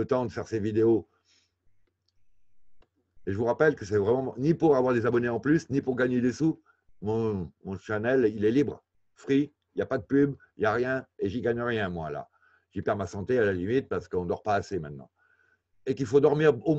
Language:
French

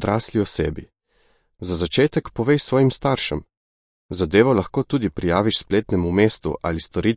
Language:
Slovenian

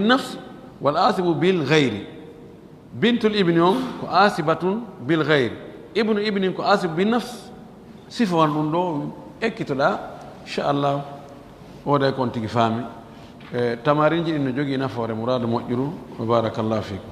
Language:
Fula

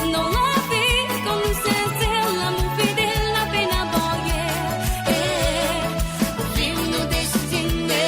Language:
Morisyen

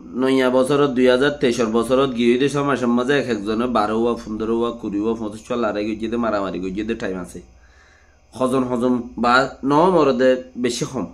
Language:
Rohingya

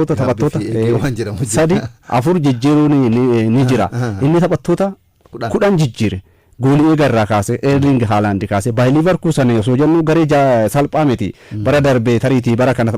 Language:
Oromo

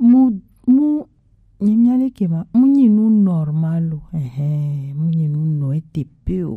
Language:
Gen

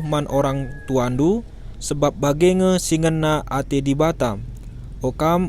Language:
Batak Karo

